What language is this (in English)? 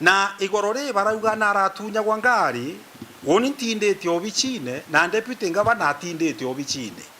Meru